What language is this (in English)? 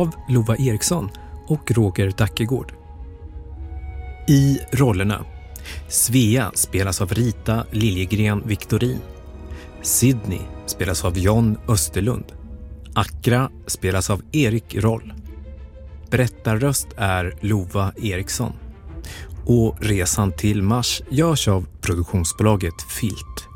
Swedish